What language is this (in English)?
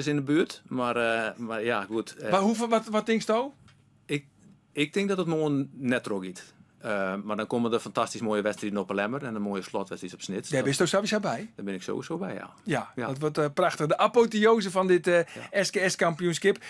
Western Frisian